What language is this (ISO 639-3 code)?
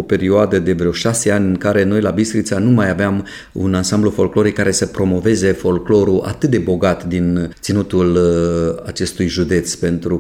ron